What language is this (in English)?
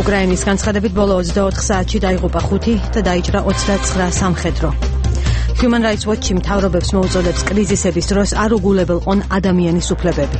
Georgian